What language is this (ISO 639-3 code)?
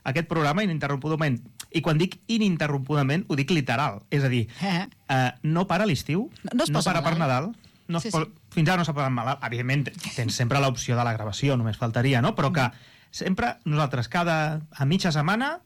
cat